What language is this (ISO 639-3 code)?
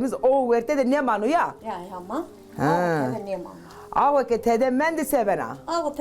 zza